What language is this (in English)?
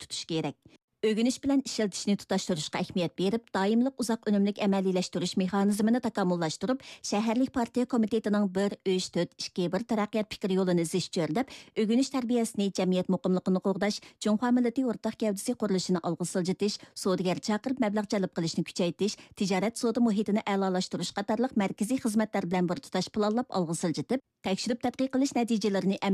Uyghur